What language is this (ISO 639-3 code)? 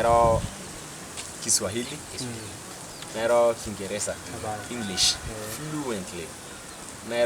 mas